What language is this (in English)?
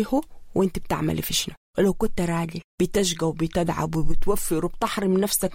Sudanese Arabic